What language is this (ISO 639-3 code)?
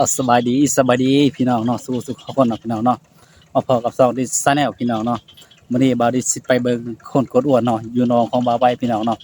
tts